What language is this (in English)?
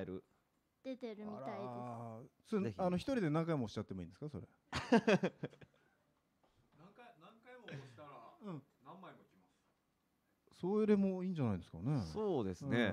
Japanese